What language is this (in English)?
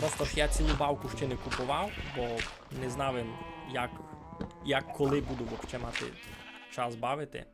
Rusyn